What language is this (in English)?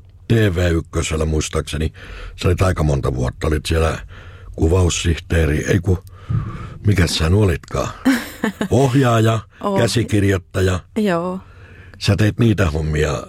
Finnish